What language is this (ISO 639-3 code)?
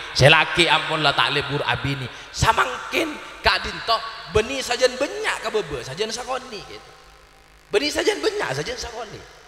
mad